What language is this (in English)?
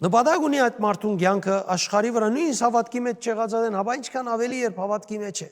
Western Armenian